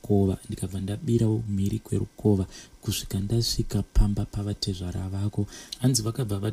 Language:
Shona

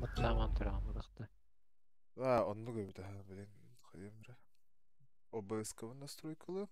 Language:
Yakut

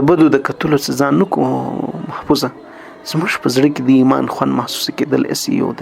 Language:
Pashto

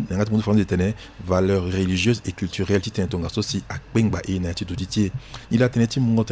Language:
Sango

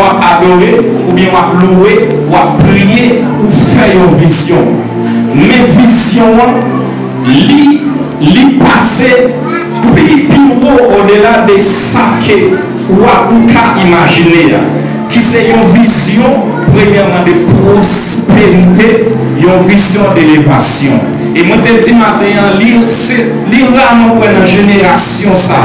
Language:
Haitian Creole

